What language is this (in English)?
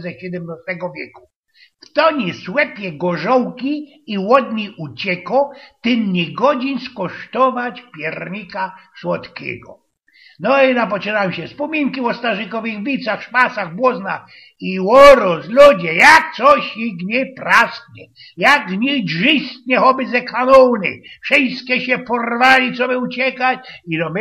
Silesian